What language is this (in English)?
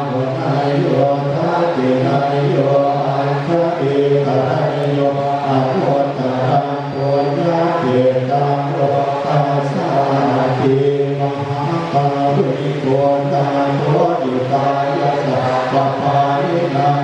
Pali